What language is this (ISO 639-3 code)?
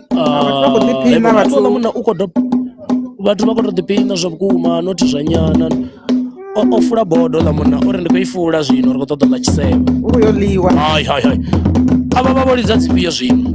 ven